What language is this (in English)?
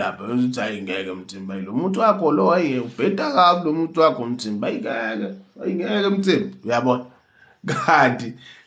Zulu